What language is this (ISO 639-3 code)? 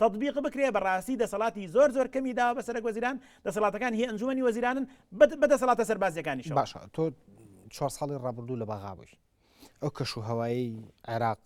ckb